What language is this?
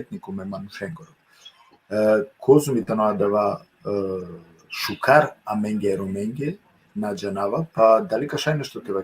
Balkan Romani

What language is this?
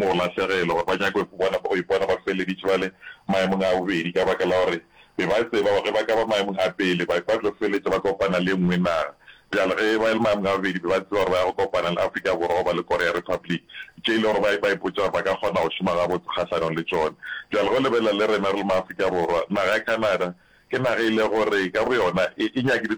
Northern Sotho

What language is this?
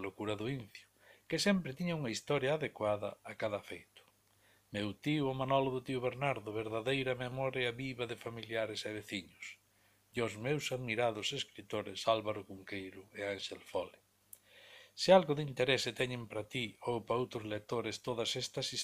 Galician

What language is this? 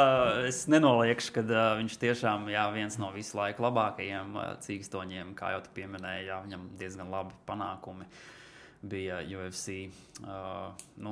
Latvian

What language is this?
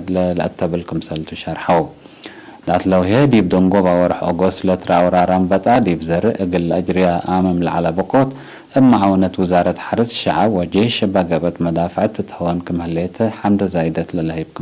Tigre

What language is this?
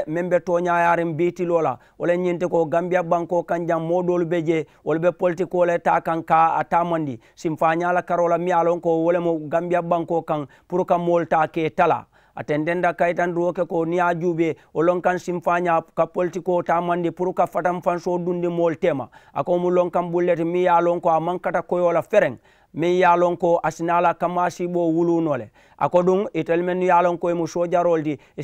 Mandingo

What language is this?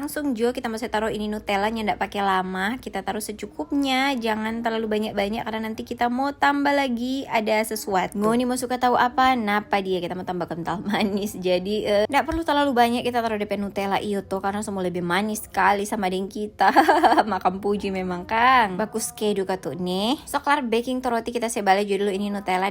Manado Malay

